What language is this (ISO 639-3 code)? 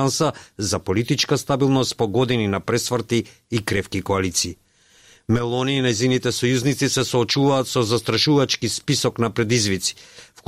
mkd